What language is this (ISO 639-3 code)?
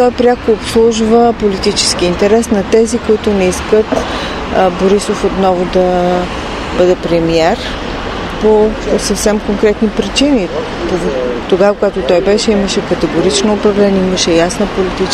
bul